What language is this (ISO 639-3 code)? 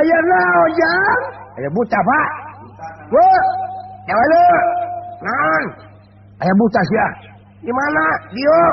sun